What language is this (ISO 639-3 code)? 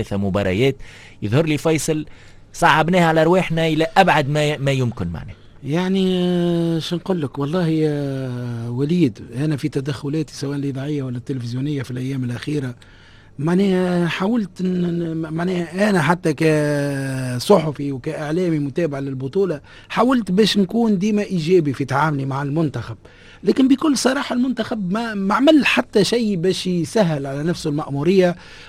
aeb